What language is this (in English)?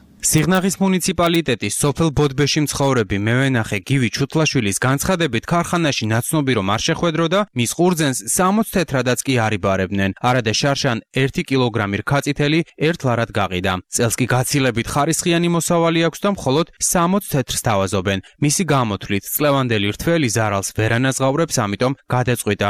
Georgian